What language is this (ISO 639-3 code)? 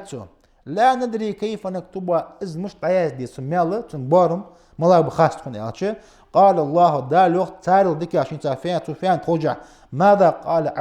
inh